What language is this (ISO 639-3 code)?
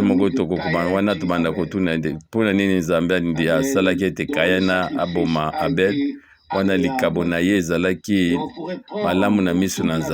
lin